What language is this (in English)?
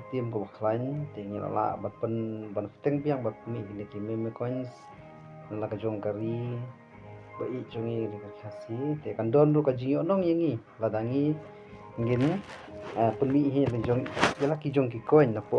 Khasi